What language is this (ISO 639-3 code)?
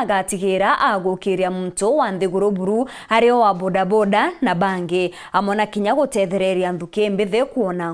mer